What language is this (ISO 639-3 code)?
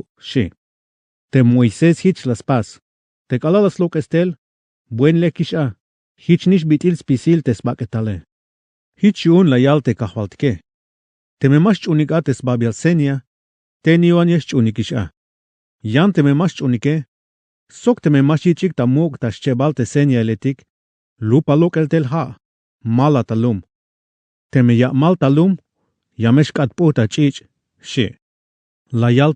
tzh